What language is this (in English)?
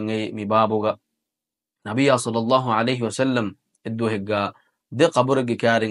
Divehi